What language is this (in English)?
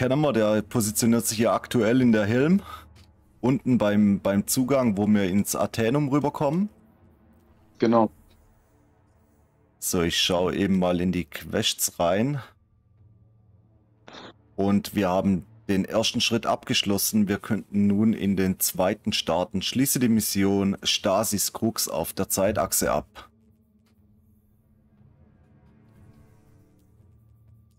German